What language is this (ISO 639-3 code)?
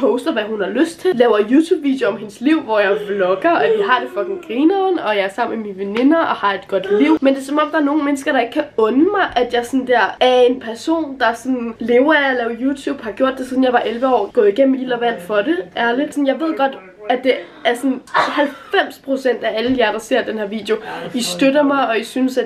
dan